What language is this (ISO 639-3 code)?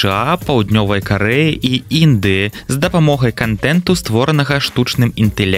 bel